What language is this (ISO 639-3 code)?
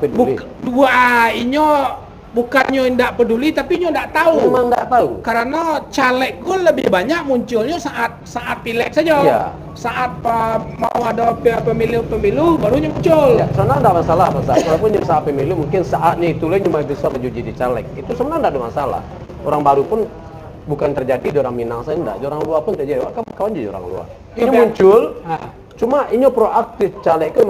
min